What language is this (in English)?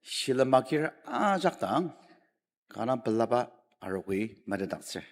Ao Naga